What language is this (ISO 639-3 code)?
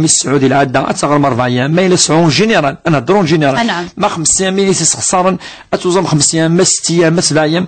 kab